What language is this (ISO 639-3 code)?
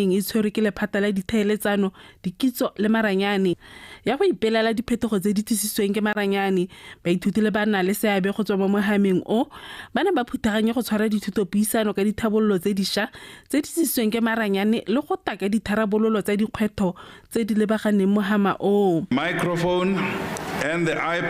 tsn